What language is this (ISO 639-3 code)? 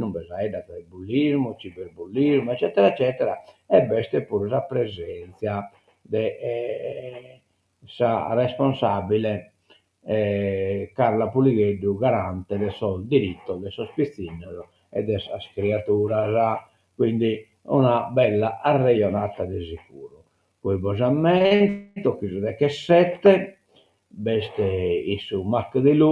srd